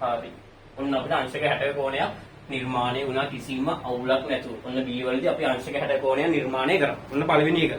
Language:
Sinhala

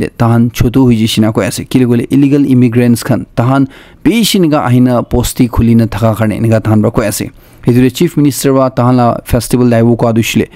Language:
Naga Pidgin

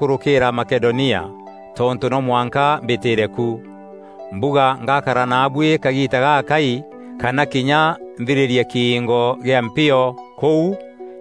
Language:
Meru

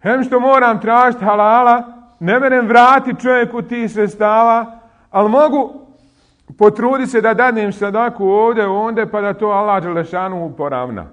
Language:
Bosnian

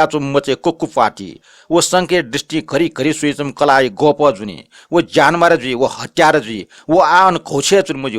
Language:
Newari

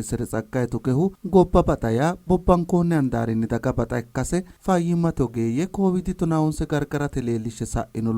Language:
Sidamo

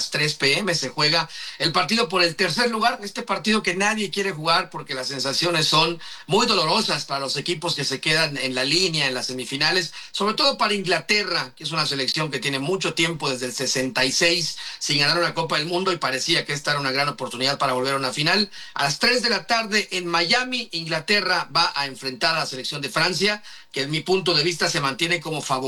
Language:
Spanish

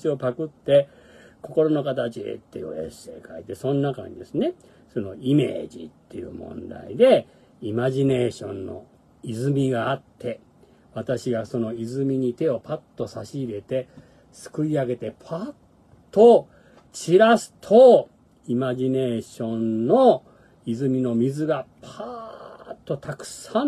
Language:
Japanese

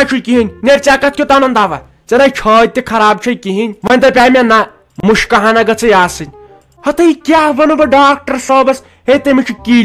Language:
Kashmiri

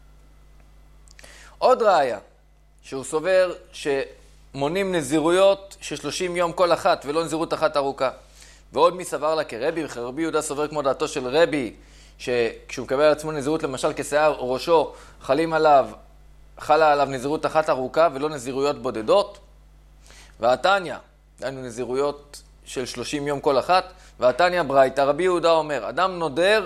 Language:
Hebrew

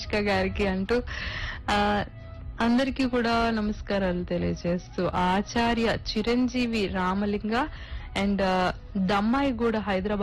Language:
Telugu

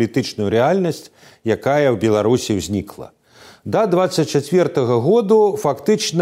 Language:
Belarusian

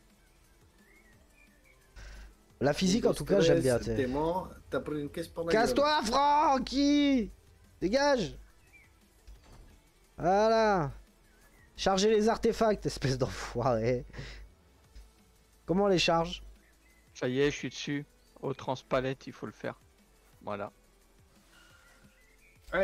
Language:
French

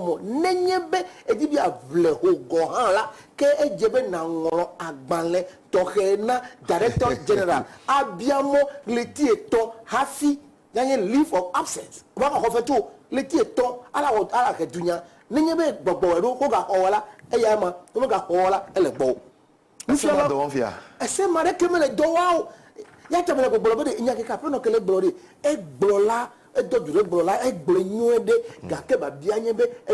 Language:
Ewe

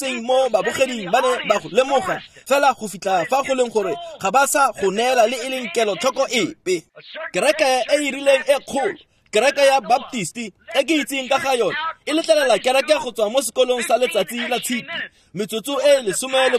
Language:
Tswana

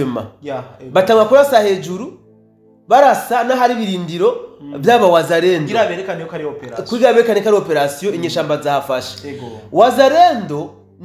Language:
Rundi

